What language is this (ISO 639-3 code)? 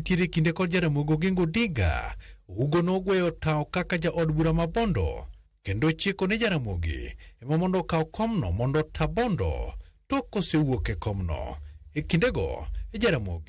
luo